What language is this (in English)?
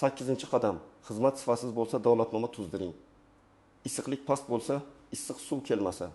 Uzbek